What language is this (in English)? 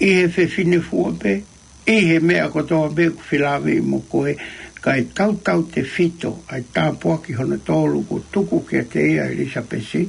Tongan